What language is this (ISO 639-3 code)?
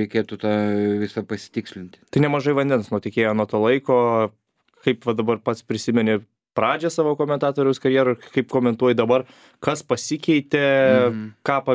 lit